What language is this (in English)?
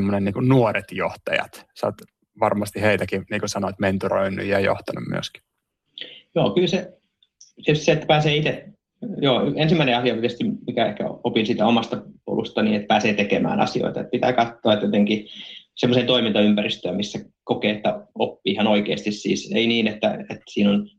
Finnish